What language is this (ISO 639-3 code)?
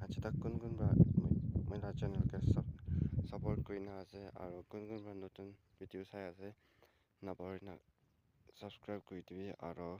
nag